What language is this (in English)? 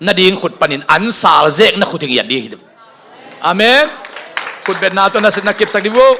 Tedim Chin